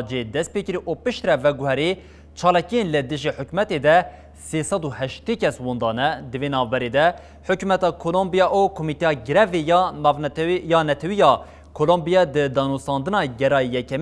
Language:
Kurdish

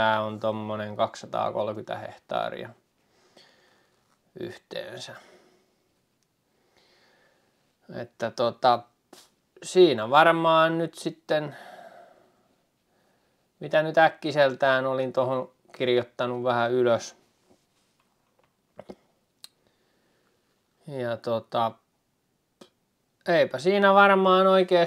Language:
Finnish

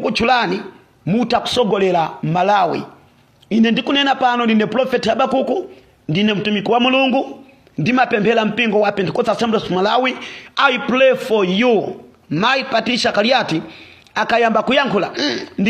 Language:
Nyanja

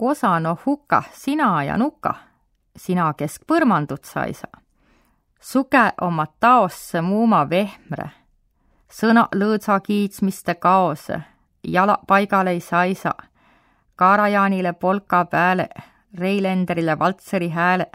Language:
Võro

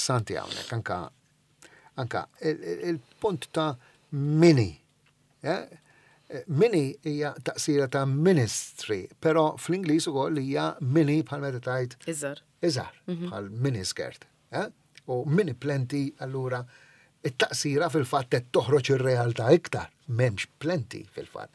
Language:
Maltese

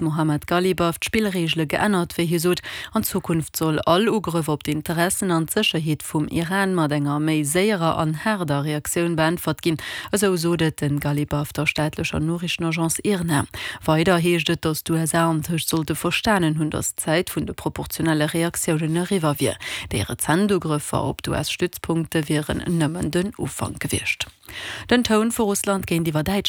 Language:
Luxembourgish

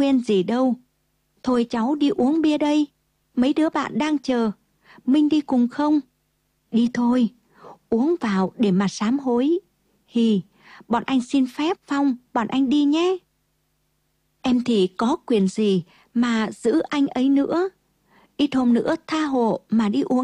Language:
Vietnamese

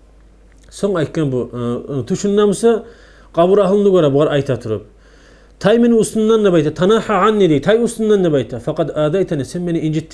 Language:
Kumyk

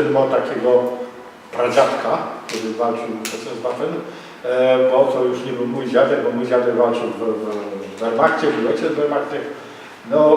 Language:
Silesian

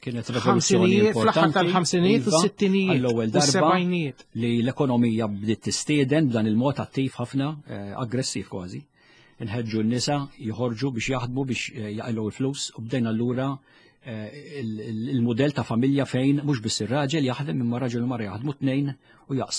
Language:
Maltese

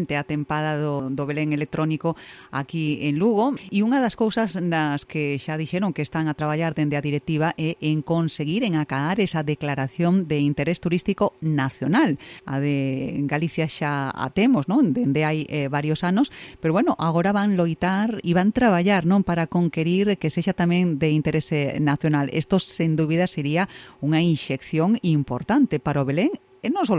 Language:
Galician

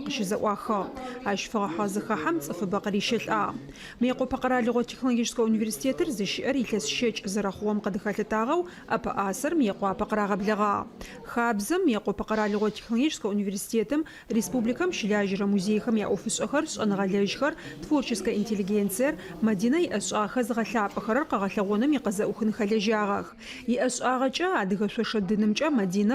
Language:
Adyghe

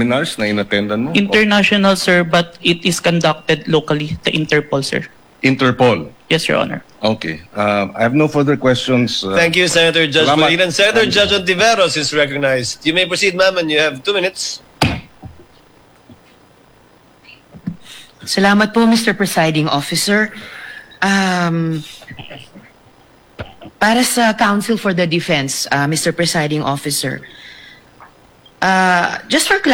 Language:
Filipino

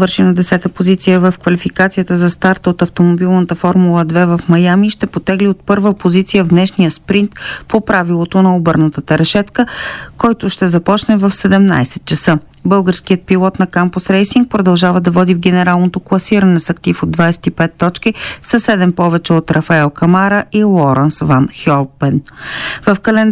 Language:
Bulgarian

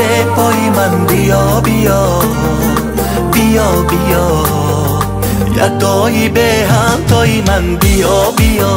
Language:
Persian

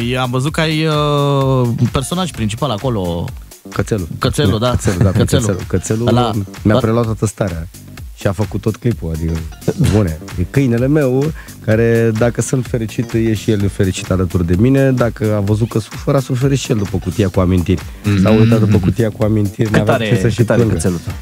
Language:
Romanian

